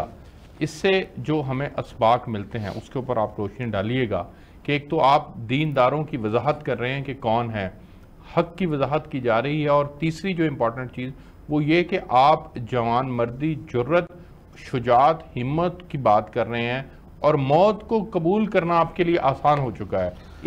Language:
Urdu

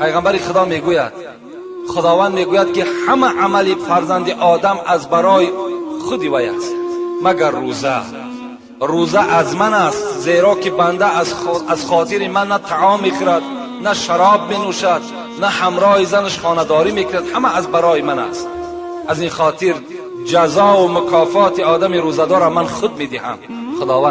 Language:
Tajik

